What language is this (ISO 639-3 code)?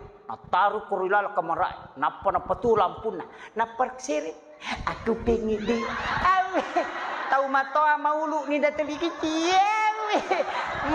bug